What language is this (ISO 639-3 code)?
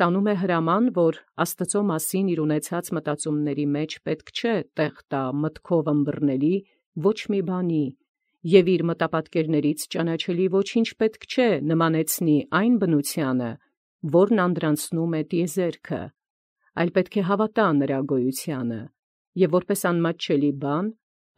hye